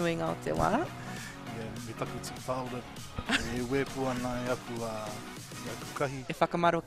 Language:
Māori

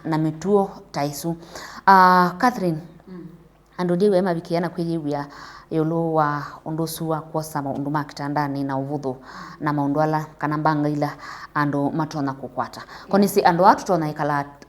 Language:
Kamba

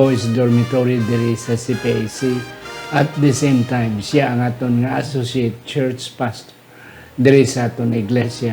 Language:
Hiligaynon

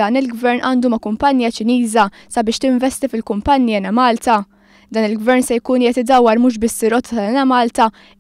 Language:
Maltese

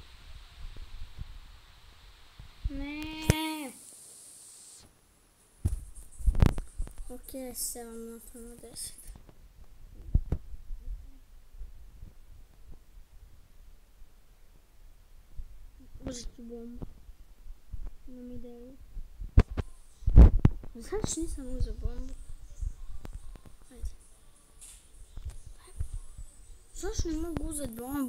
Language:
Croatian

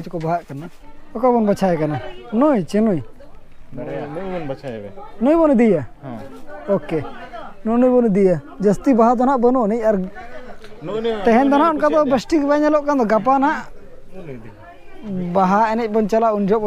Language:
Santali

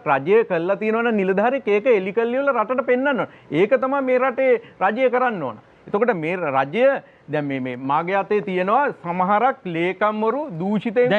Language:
Sinhala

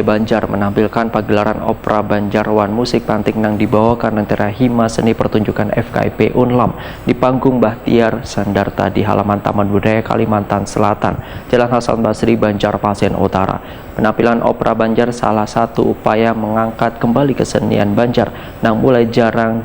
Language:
Banjar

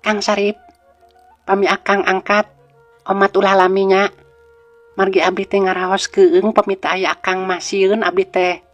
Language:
Sundanese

